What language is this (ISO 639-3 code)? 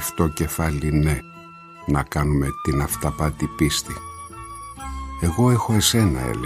ell